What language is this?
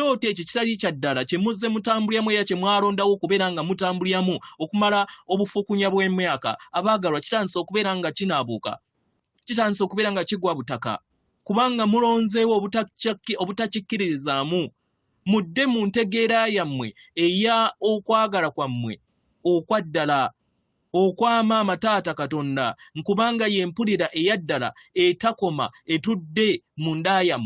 Ganda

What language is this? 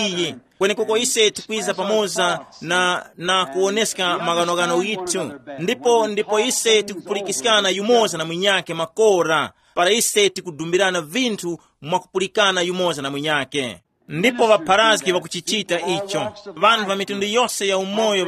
Tumbuka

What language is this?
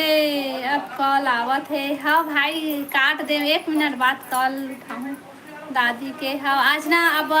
Chhattisgarhi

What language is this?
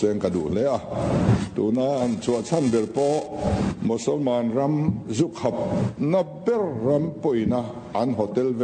Mizo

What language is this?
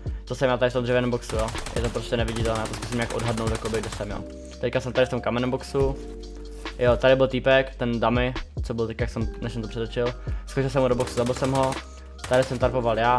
Czech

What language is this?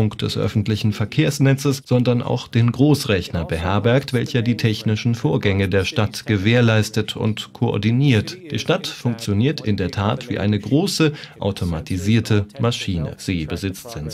German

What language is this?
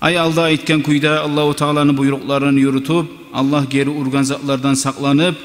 Kumyk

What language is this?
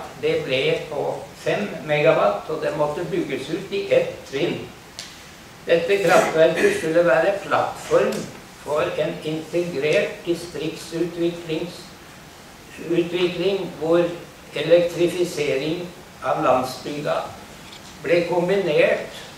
Norwegian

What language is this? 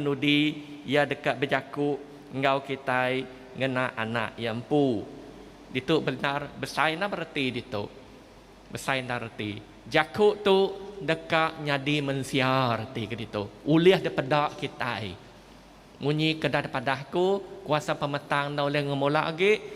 Iban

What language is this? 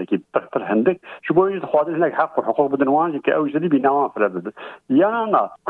Kurdish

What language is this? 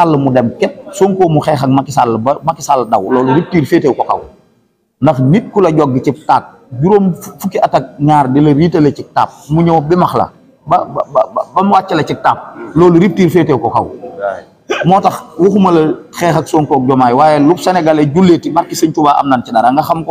Wolof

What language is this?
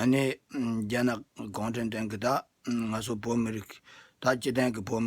Tibetan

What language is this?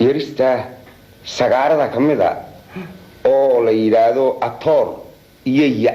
Somali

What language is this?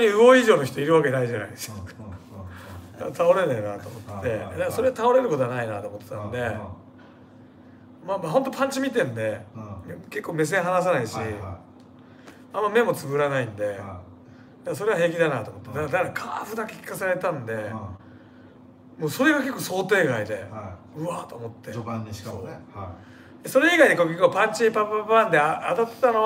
Japanese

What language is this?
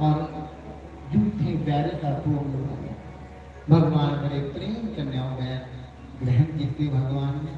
Dogri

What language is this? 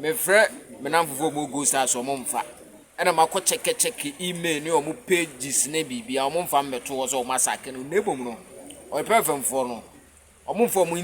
Akan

